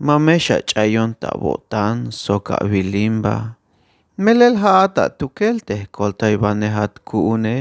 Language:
Tzeltal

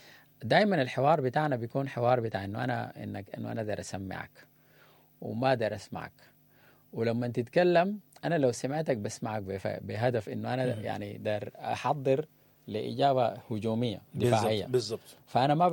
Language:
Sudanese Arabic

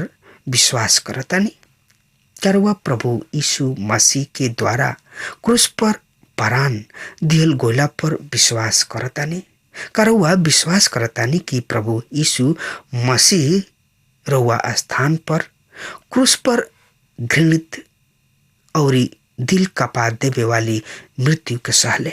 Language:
Bhojpuri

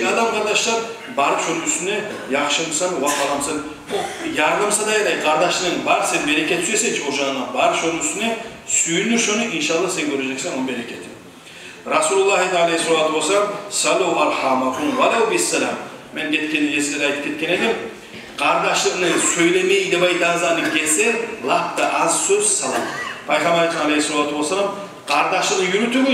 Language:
Kumyk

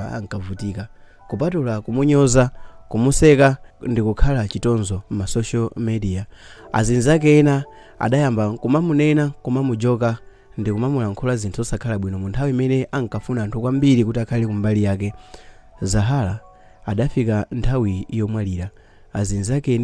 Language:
Nyanja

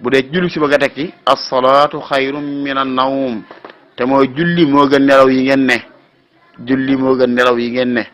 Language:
Wolof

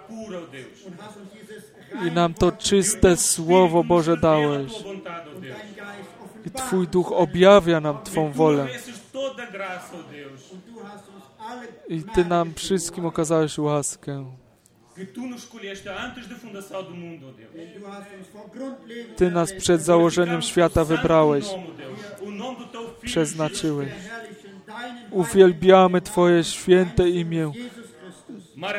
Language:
Polish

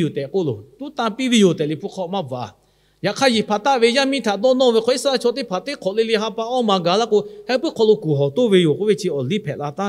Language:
Lahu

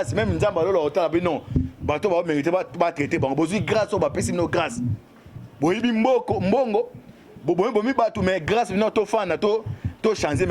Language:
Lingala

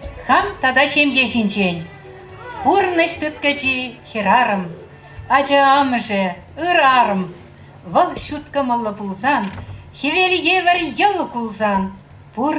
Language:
Chuvash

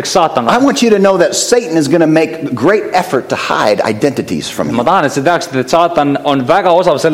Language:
Estonian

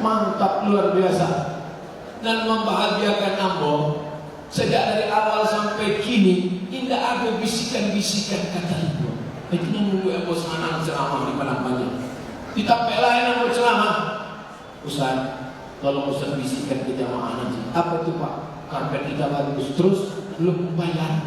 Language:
Minangkabau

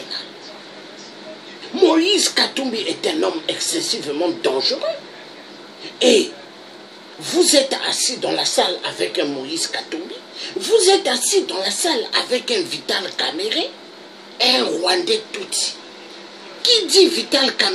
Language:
French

